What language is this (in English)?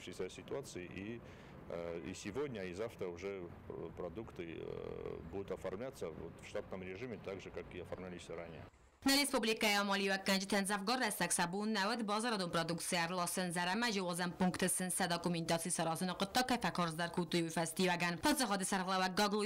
Ossetic